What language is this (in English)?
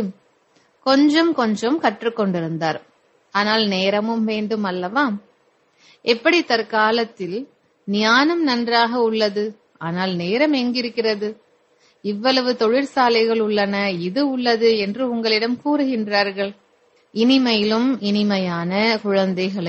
Tamil